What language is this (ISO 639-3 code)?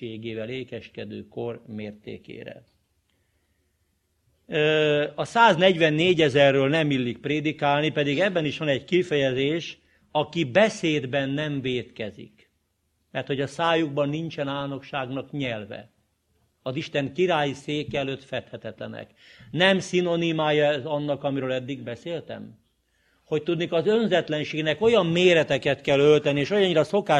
hun